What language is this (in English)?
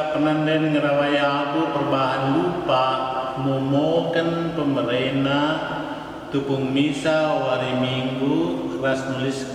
Batak Karo